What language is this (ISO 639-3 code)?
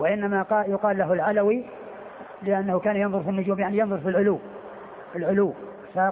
ara